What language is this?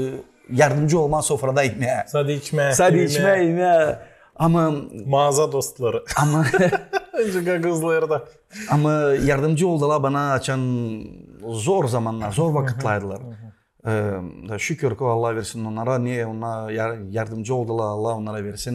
Gagauz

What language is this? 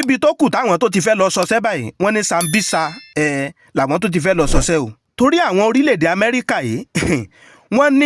Yoruba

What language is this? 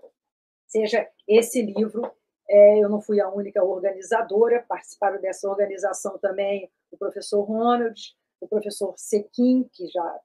Portuguese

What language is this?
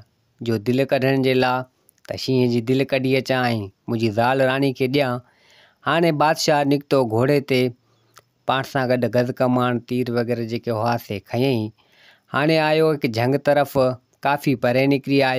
Sindhi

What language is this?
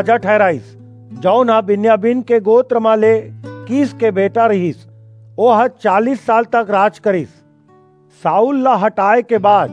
Chhattisgarhi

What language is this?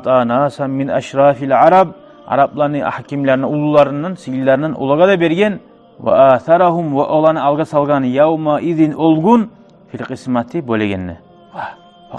Kumyk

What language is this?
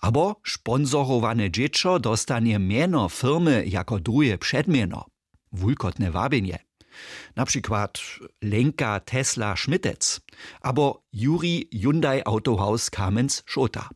Upper Sorbian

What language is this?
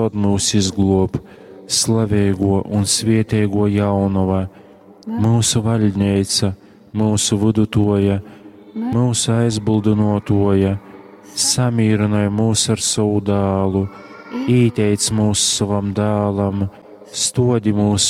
Latgalian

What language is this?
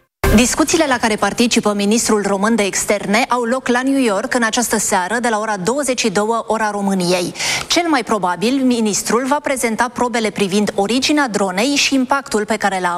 Romanian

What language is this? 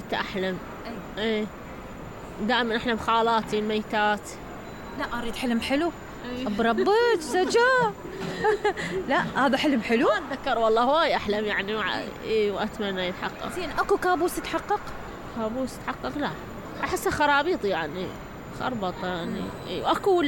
Mesopotamian Arabic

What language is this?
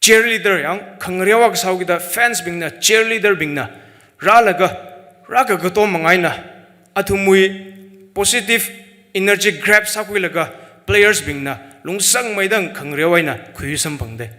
Tangkhul Naga (India)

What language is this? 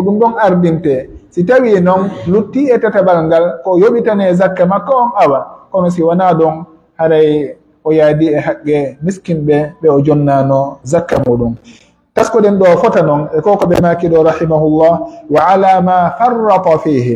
Pular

